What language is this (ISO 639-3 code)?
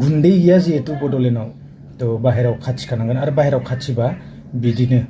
brx